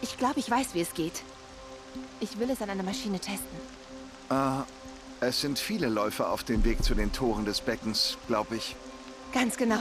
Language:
Bavarian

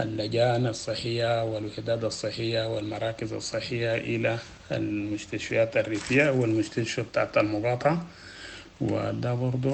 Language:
Sudanese Arabic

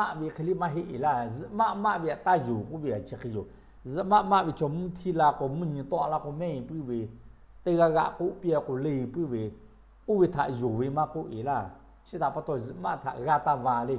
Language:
Lahu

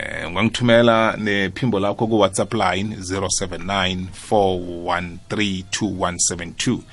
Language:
South Ndebele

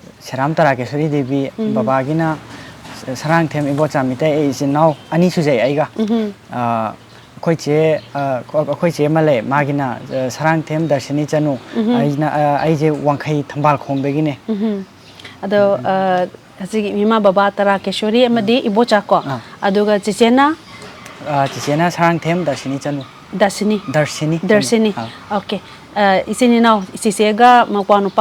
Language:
Manipuri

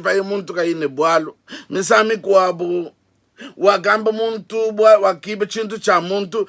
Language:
Luba-Lulua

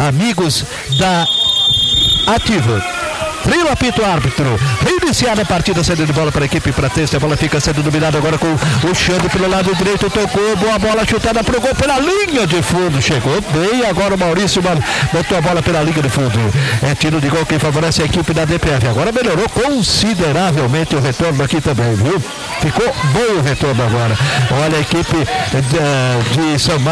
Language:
Portuguese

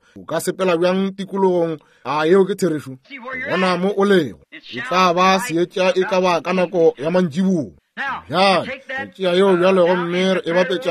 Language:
Northern Sotho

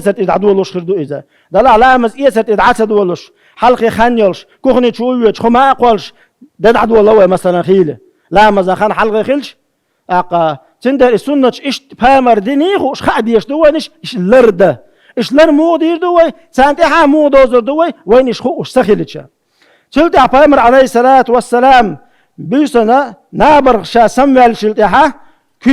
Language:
Chechen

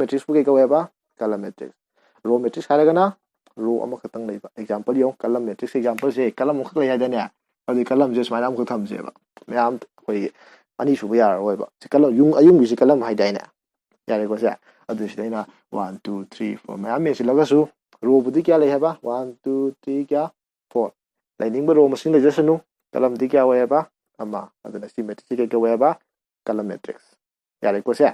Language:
Manipuri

